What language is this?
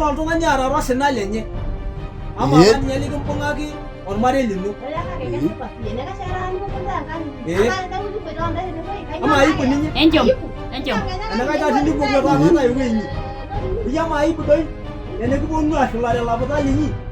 Masai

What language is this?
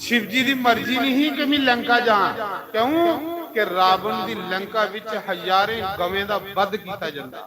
Dogri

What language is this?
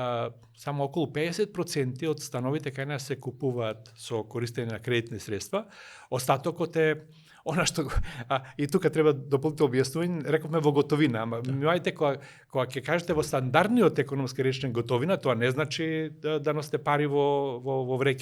Macedonian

